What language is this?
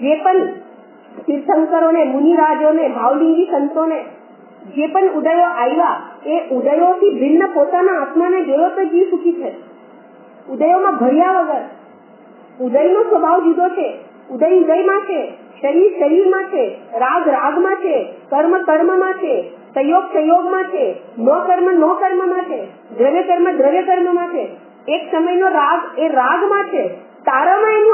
Gujarati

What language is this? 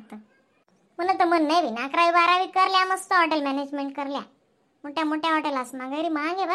Khandesi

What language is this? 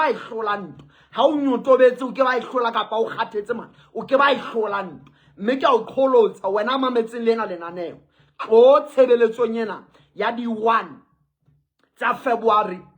Southern Sotho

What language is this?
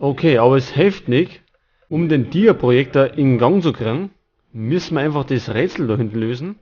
Bavarian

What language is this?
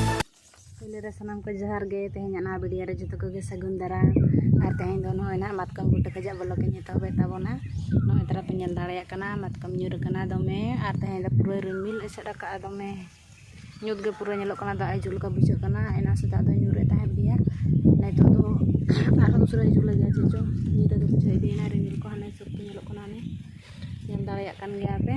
Santali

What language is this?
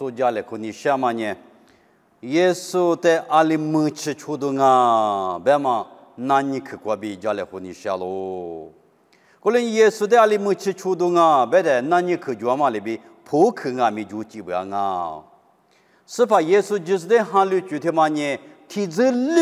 Lisu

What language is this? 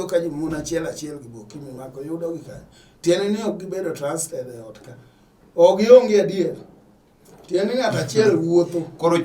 Luo (Kenya and Tanzania)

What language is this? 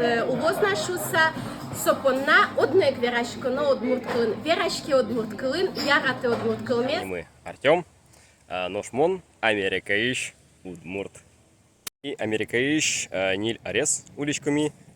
Udmurt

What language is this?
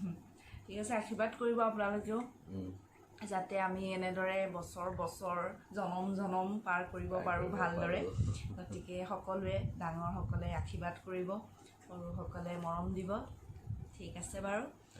Assamese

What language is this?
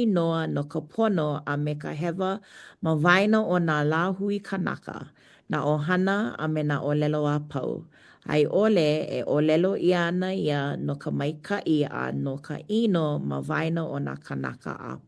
Hawaiian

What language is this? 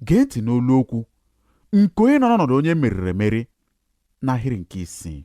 Igbo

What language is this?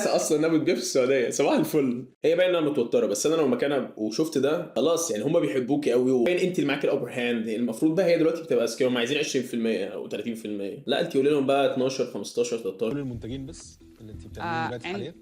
Egyptian Arabic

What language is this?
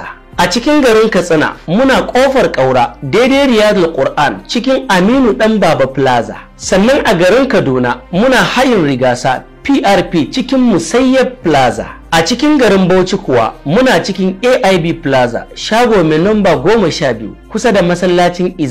Hausa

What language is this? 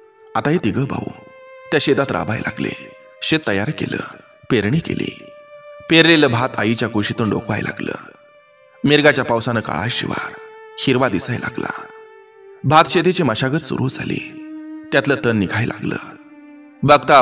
Marathi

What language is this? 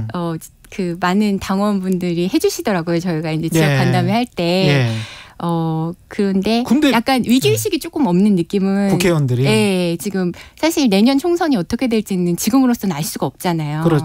Korean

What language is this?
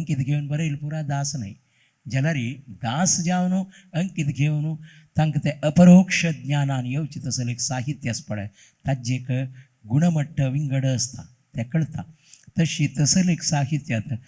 Konkani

